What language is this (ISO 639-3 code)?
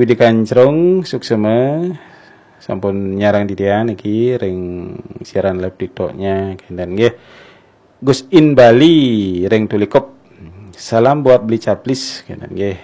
ban